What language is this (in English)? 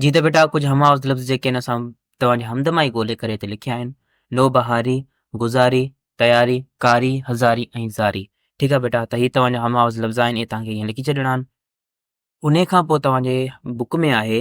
Sindhi